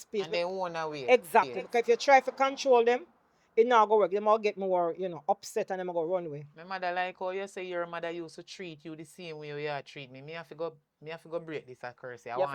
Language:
Jamaican Creole English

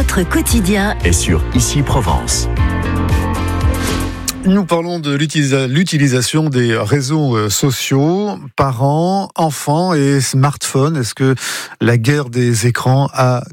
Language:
French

